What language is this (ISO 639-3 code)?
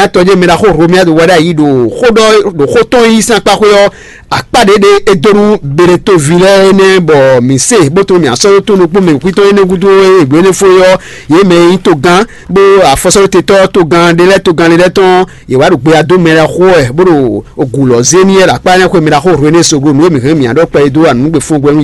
fon